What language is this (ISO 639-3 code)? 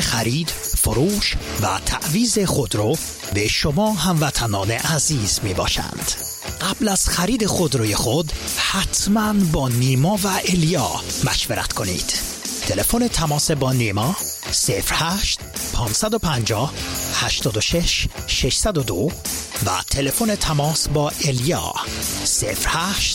fas